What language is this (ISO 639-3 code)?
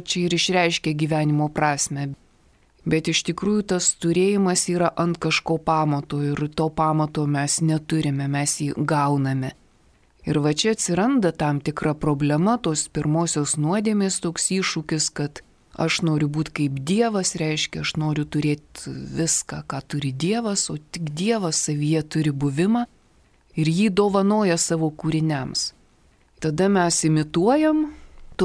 lit